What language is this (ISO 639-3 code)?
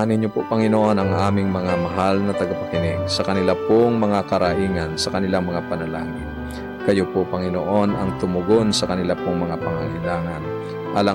fil